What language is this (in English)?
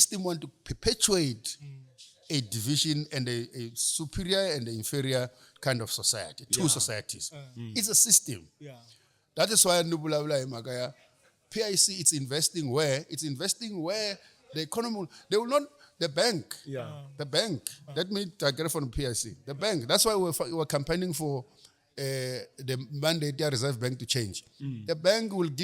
Tsonga